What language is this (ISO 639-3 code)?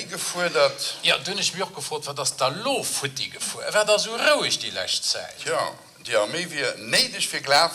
ltz